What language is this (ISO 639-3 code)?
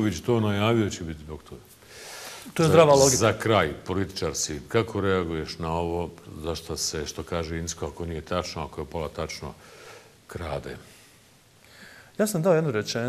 bos